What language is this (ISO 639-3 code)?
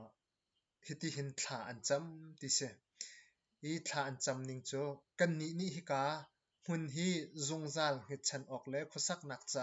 cnh